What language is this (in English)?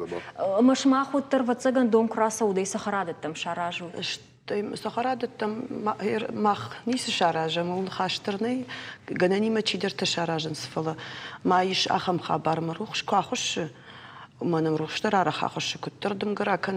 Ossetic